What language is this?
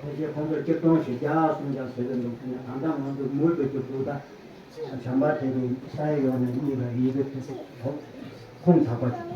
Tibetan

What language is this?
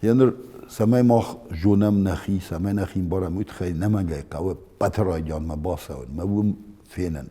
Ossetic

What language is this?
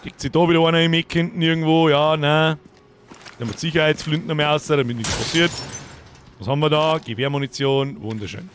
Bavarian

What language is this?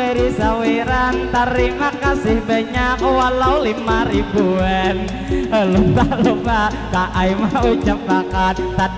Banjar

